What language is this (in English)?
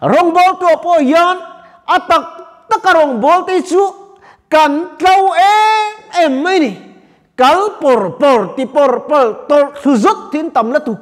Mizo